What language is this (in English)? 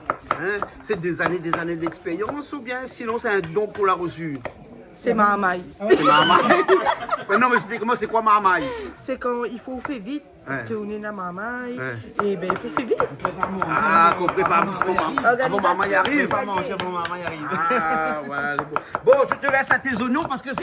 Réunion Creole French